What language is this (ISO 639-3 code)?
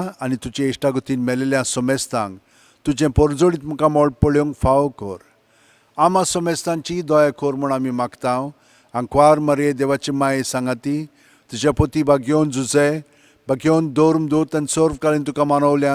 kok